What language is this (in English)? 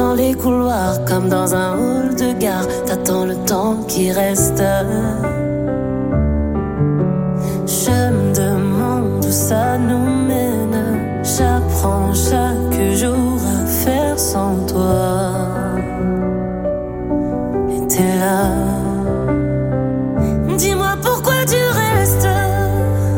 French